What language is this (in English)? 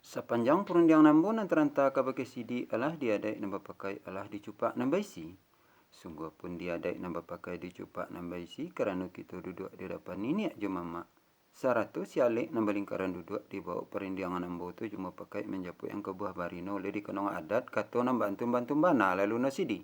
Minangkabau